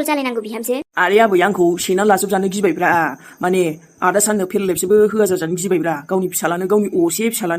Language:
Bodo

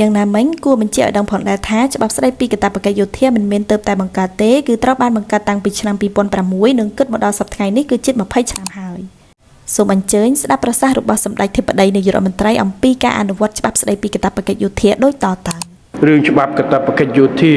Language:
Khmer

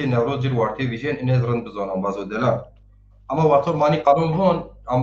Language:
Zaza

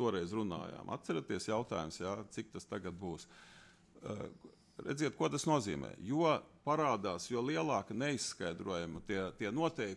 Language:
Latvian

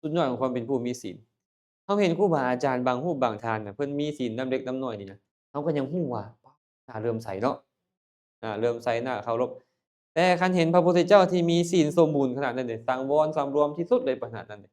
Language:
Lao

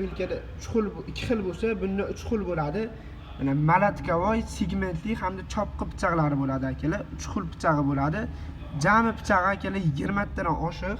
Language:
Uzbek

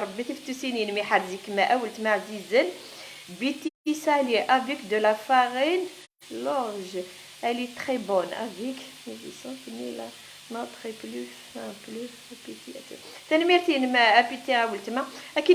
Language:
Kabyle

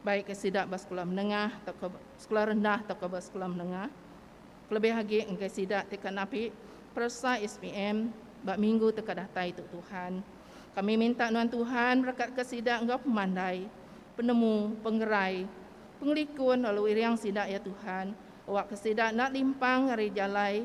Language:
Iban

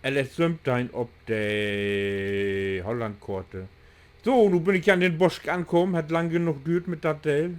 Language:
Low German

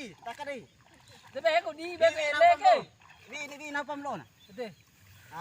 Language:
Bima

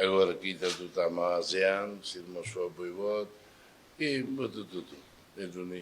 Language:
Tetum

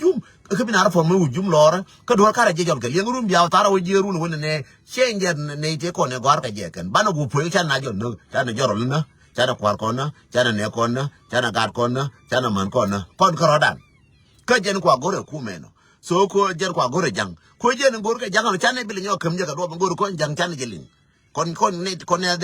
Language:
Nuer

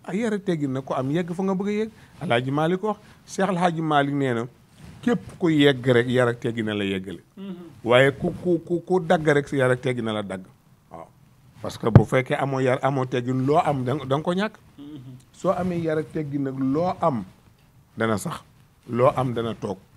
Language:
Wolof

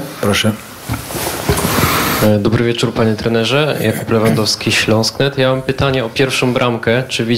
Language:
Polish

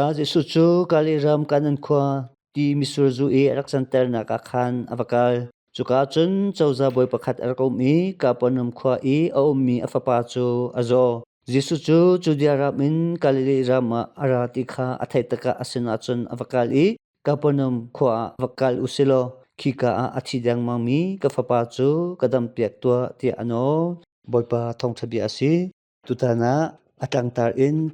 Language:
Hakha Chin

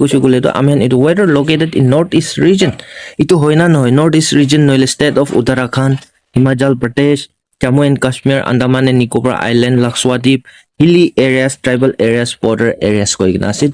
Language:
Naga Pidgin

